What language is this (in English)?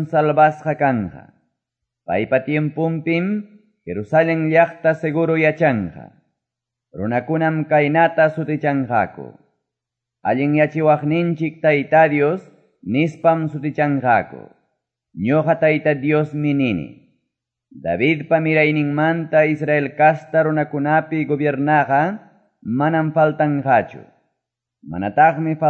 Quechua